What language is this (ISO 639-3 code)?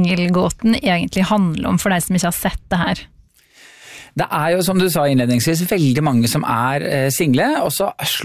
nor